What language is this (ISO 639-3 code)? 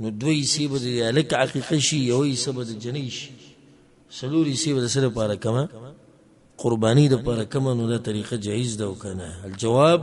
pus